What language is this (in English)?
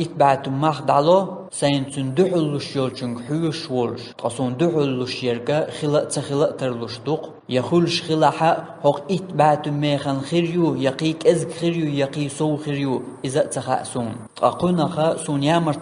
Chechen